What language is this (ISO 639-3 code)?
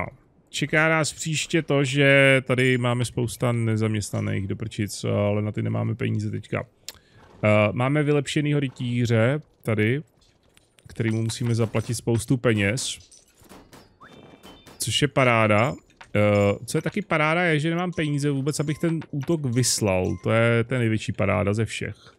ces